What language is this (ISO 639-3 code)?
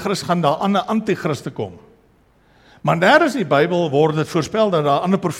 afr